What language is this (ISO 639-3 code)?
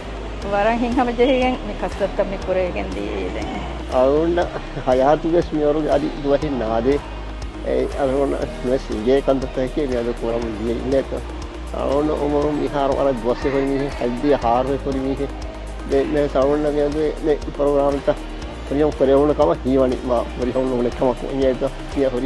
div